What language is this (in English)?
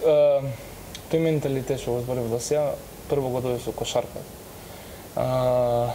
Macedonian